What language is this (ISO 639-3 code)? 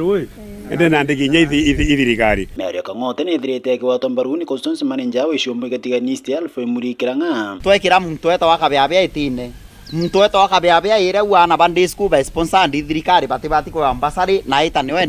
mer